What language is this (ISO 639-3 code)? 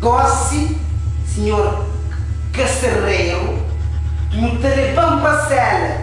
kea